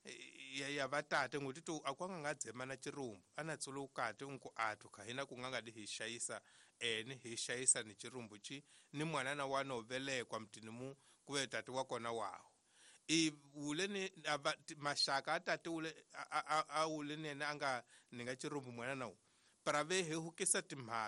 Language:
Tsonga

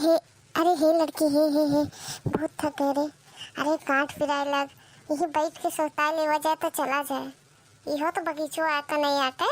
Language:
Awadhi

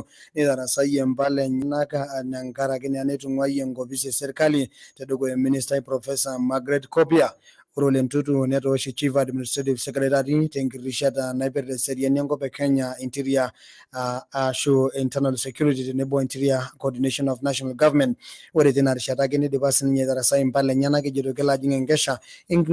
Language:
Masai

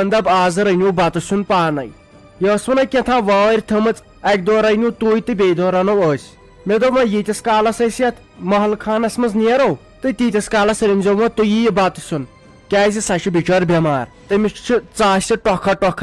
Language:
Kashmiri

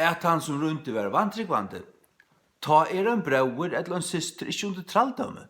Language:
Faroese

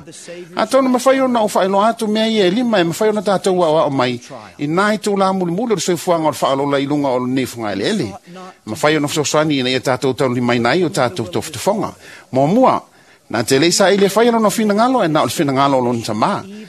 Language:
Samoan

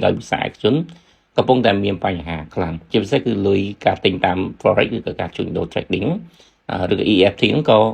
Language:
Khmer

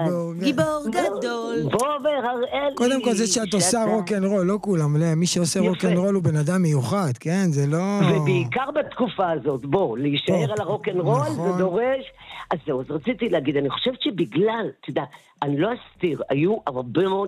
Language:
Hebrew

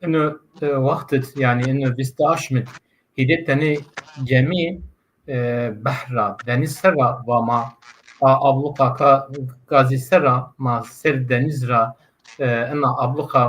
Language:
Zaza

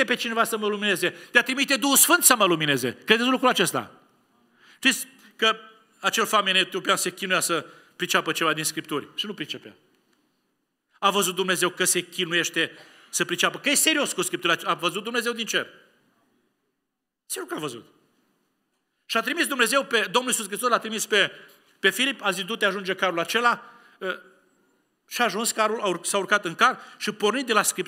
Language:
Romanian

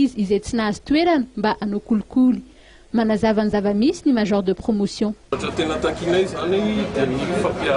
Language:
Malagasy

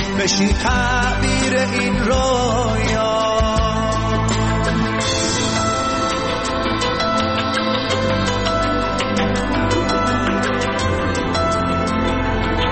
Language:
Persian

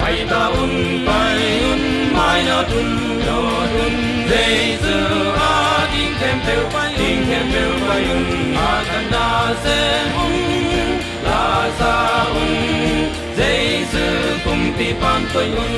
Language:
Tedim Chin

